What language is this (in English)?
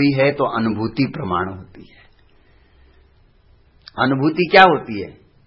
Hindi